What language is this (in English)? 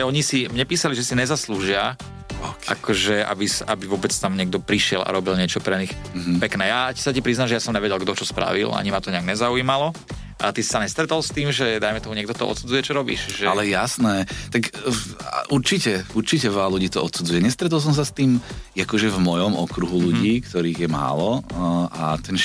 Slovak